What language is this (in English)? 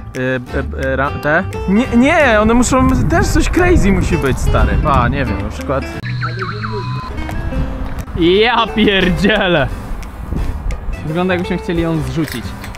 Polish